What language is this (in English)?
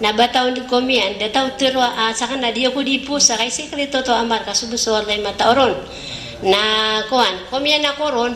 Maranao